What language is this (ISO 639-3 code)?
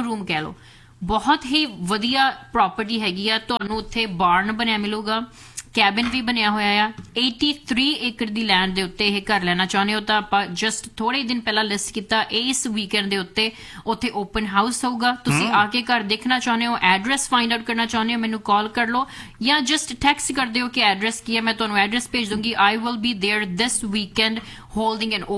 pan